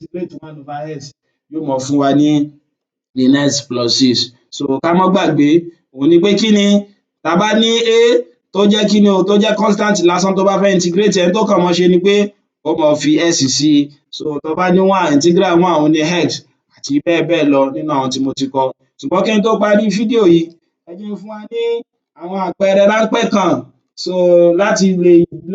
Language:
Yoruba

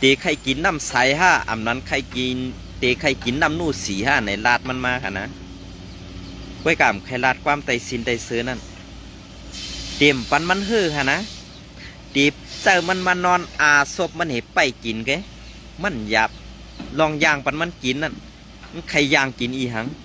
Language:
Shan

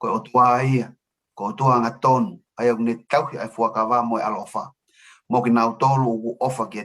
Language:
Tongan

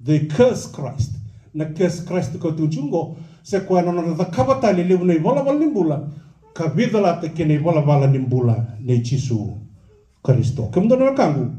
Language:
Fijian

